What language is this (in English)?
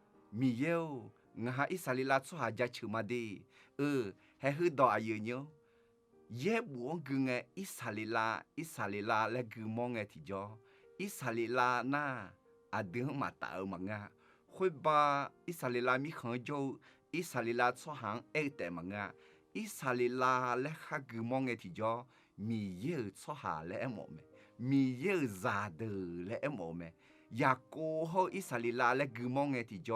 Akha